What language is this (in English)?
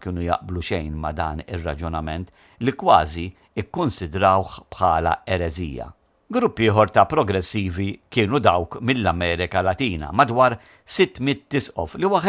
Maltese